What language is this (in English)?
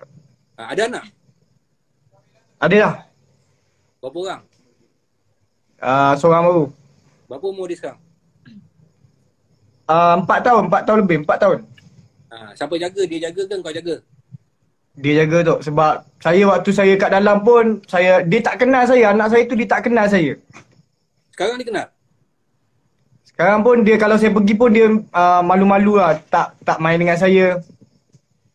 Malay